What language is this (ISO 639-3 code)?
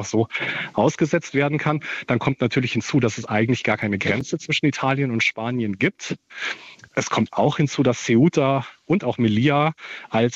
deu